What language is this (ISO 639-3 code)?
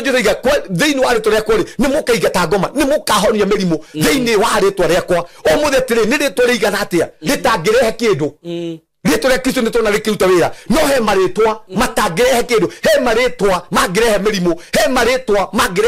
kik